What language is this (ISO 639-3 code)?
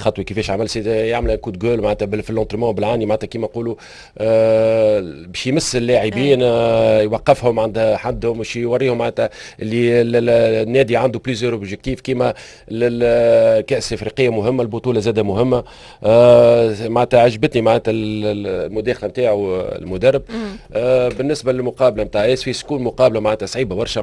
aeb